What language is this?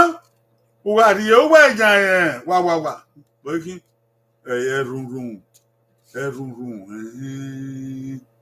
Bini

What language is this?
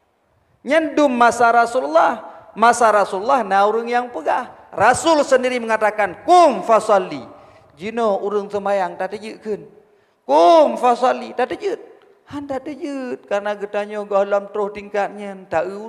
Achinese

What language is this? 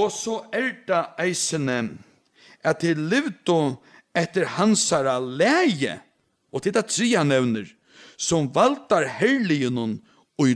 Faroese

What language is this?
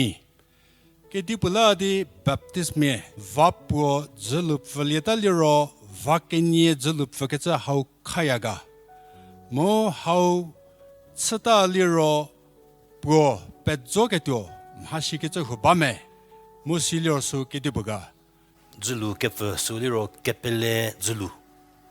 Angami Naga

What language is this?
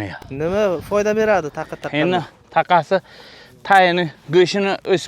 Uzbek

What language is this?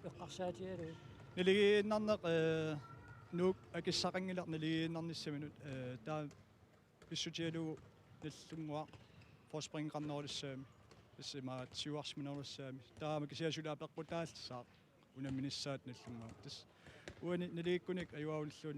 Kalaallisut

